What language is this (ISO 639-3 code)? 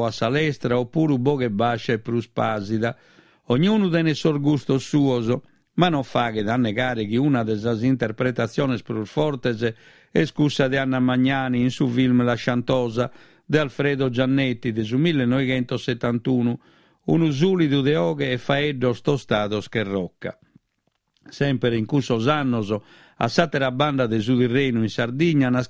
srd